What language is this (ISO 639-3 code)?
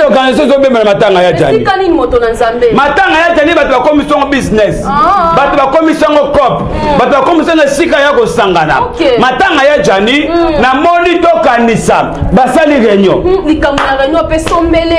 lin